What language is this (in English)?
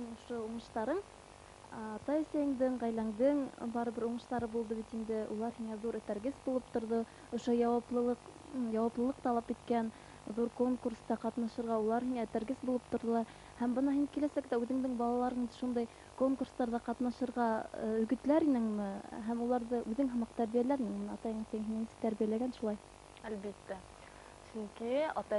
Bashkir